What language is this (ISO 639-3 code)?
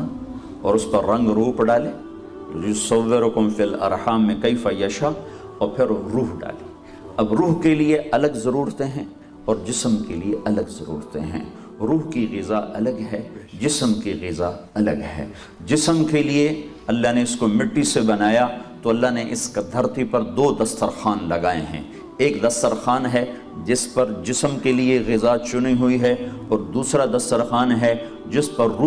urd